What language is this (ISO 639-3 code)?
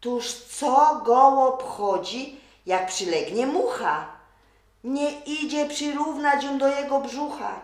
szl